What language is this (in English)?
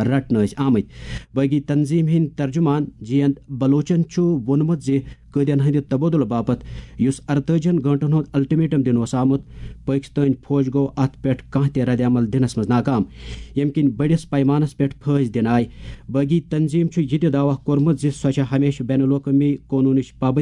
Kashmiri